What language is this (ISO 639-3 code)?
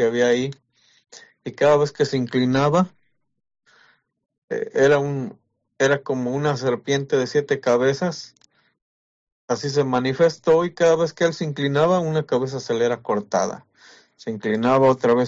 spa